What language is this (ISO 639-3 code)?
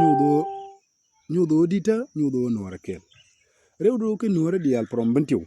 nus